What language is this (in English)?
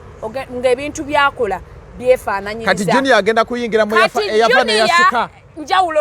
Ganda